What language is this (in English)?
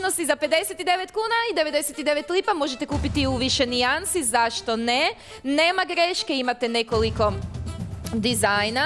Croatian